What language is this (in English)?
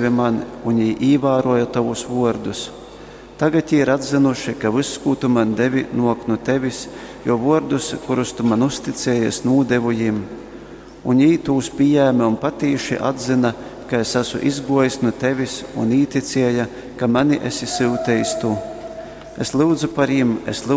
Latgalian